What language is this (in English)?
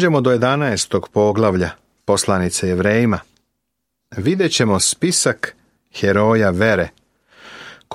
Serbian